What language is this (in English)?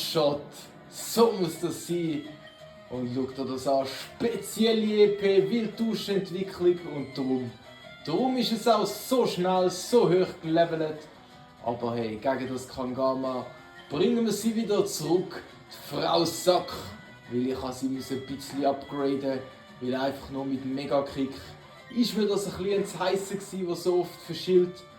Swiss German